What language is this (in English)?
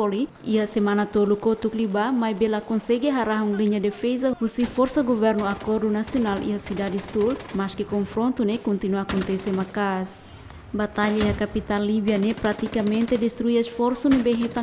Tetum